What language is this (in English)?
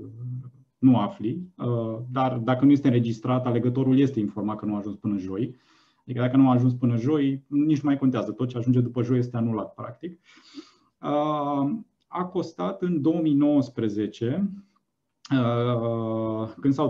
Romanian